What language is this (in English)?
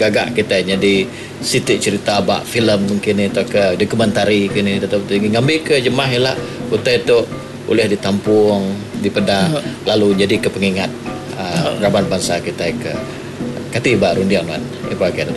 Iban